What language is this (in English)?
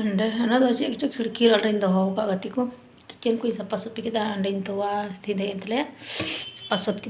Santali